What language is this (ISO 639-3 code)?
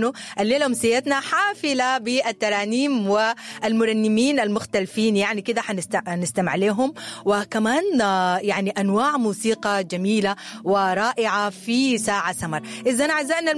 apd